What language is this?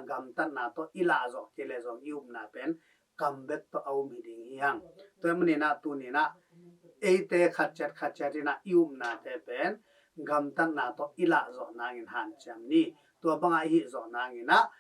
Tedim Chin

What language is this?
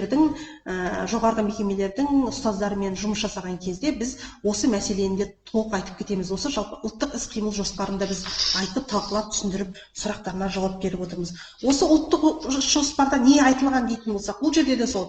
Kazakh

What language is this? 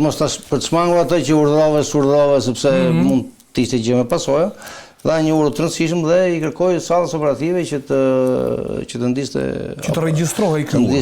Albanian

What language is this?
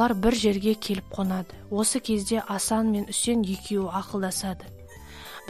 Kazakh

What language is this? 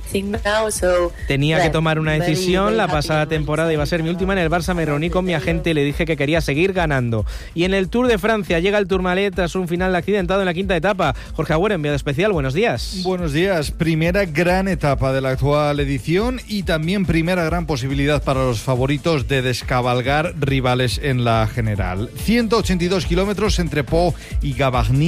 Spanish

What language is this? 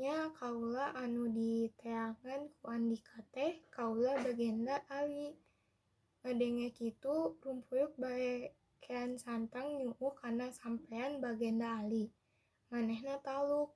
Sundanese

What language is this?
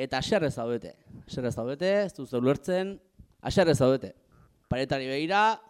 Basque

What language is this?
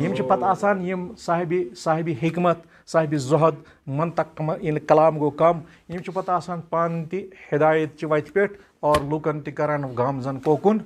Kashmiri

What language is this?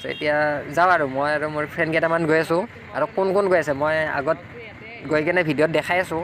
Assamese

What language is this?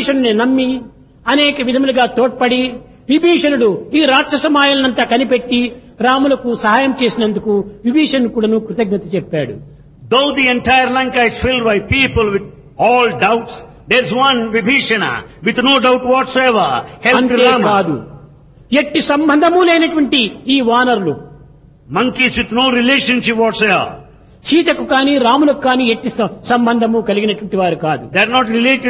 Telugu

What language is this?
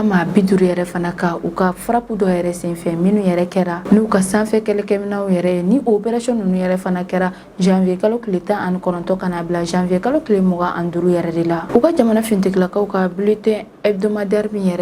Bambara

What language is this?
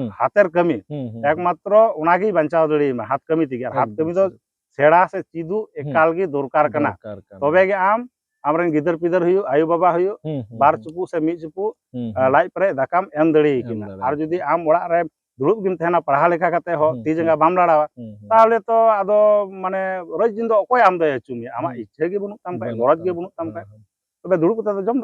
Santali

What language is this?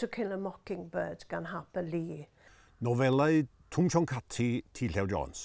Welsh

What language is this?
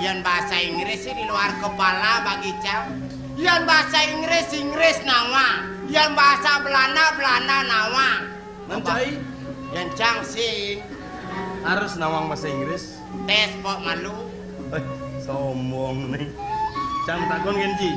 Balinese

